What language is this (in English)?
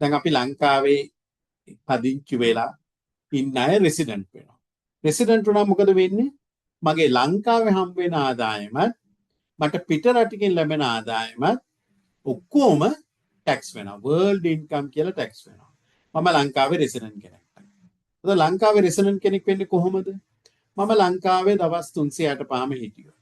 Sinhala